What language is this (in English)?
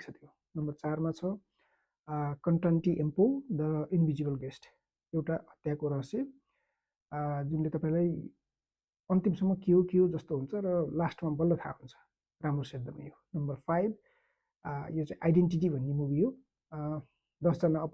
Nepali